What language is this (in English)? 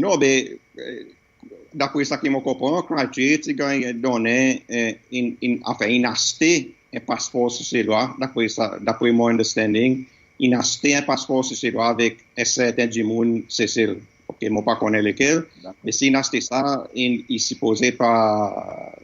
Seselwa Creole French